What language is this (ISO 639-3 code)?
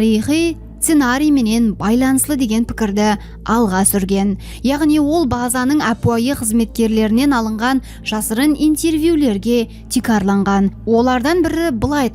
kaa